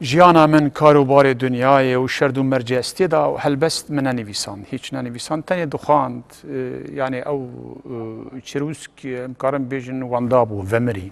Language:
Kurdish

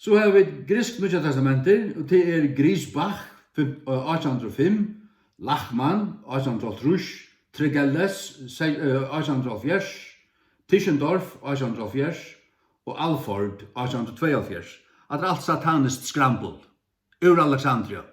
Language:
Faroese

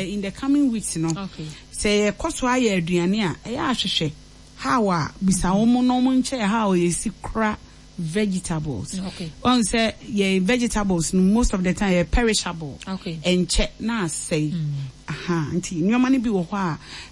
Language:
Akan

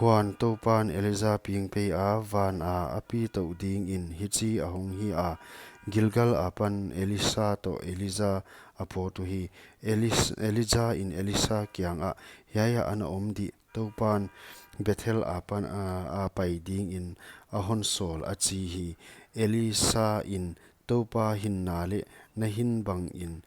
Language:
Paite Chin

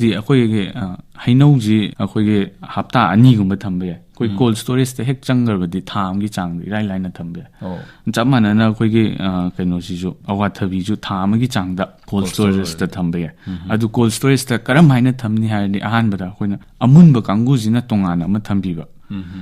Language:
Manipuri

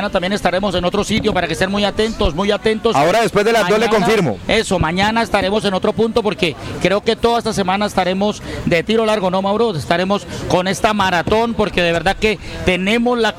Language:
Spanish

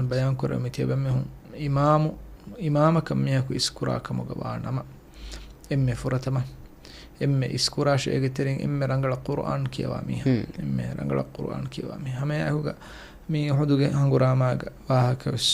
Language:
Divehi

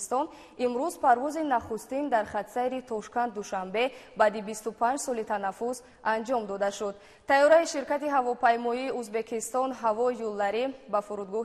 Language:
Tajik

